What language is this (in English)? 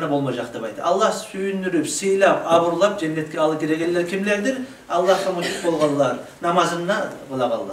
Kumyk